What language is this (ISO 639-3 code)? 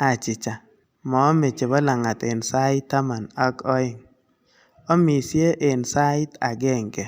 kln